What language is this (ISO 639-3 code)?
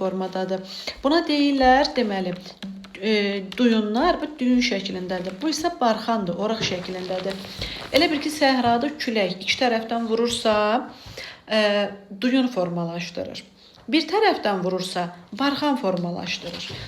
aze